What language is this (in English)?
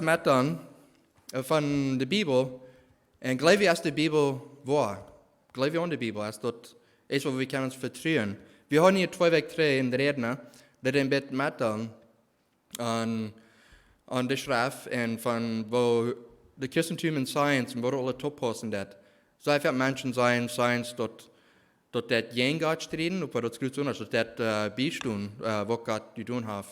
Plautdietsch